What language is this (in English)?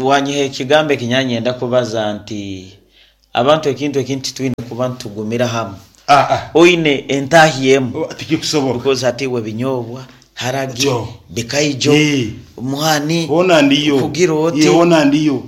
Nyankole